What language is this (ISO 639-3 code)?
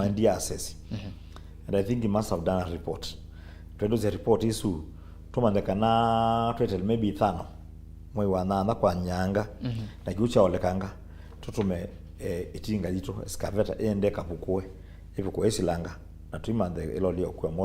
kam